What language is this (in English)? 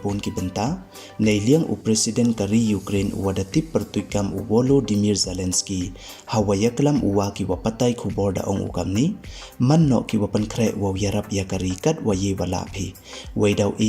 Pnar